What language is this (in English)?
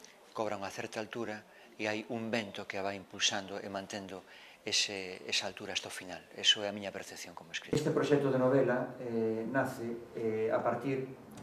Galician